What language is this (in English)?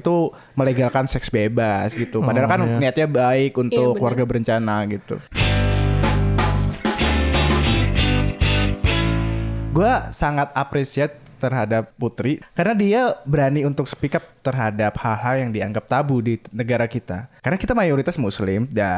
Indonesian